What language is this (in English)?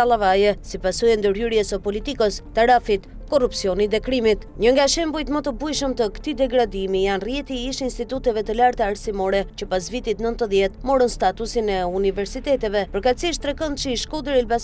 Albanian